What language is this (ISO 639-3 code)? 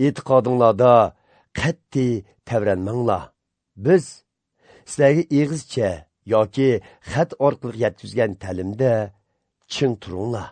uig